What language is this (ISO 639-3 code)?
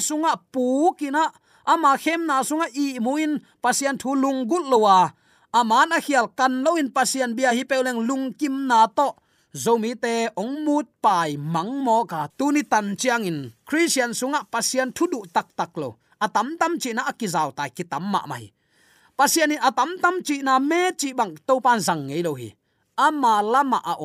ctd